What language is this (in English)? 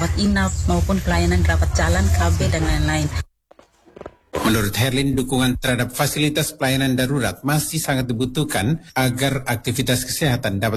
Indonesian